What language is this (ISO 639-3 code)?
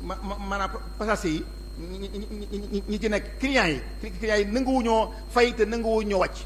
wol